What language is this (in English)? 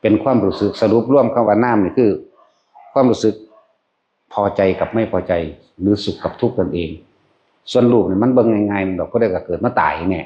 Northeastern Thai